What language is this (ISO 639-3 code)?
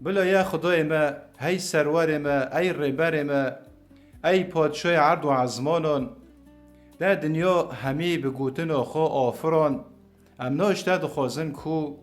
kur